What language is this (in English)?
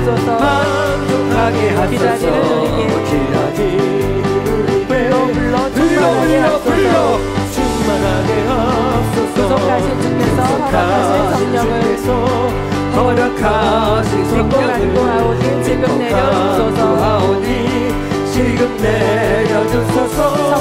Korean